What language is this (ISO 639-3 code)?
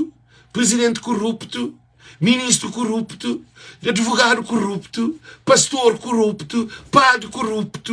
kea